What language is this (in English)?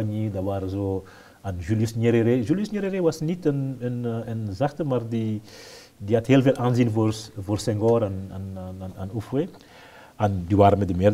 Dutch